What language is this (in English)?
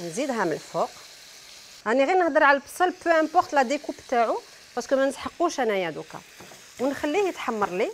Algerian Arabic